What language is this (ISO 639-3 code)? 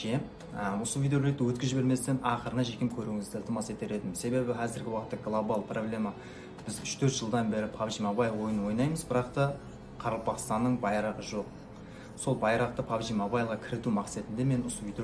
kaa